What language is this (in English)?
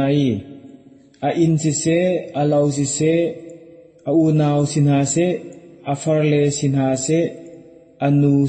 Hakha Chin